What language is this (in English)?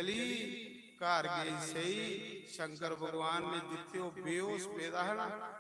Dogri